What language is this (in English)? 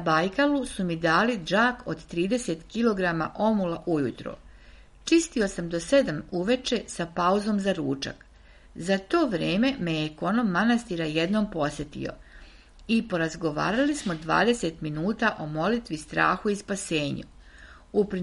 Serbian